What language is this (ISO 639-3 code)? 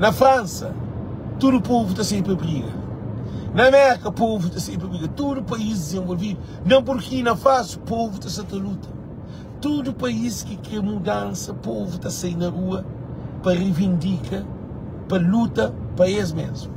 kea